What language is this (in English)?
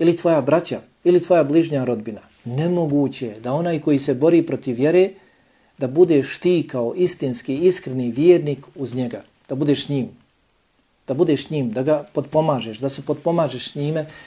Bosnian